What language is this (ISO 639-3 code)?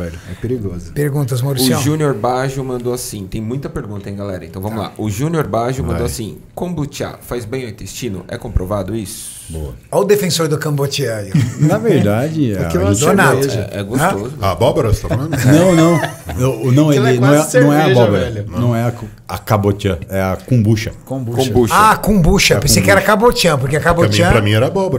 por